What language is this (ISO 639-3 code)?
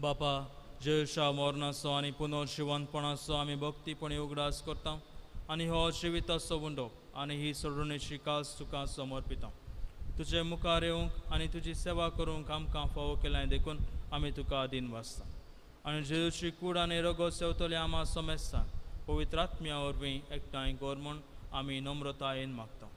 kok